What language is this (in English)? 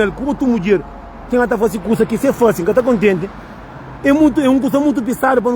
Kabuverdianu